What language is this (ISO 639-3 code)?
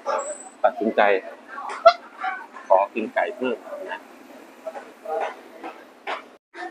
tha